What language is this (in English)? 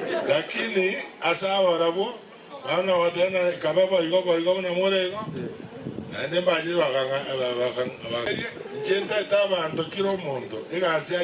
Gusii